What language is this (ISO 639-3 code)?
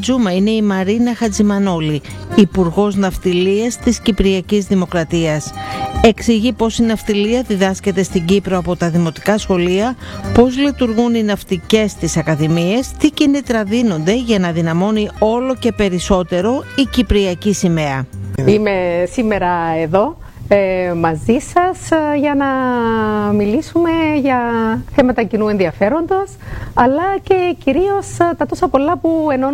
ell